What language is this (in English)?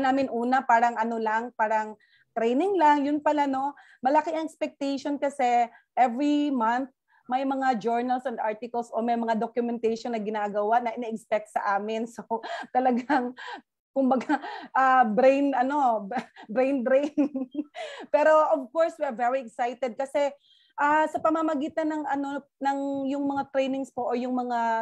Filipino